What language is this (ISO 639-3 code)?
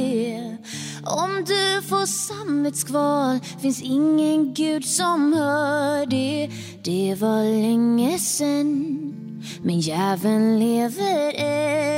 swe